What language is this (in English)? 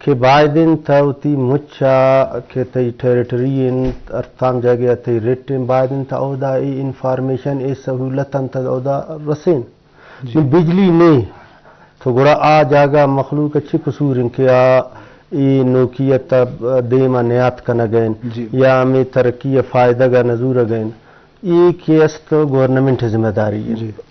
Eastern Balochi